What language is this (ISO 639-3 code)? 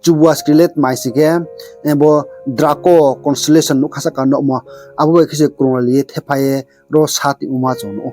ria